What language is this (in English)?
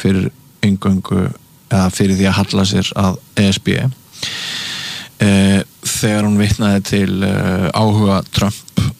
Icelandic